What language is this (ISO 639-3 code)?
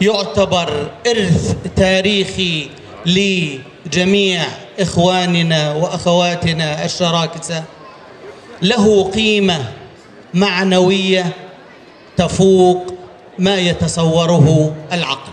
apc